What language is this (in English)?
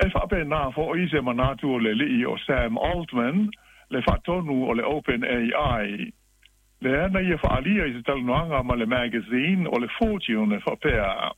Samoan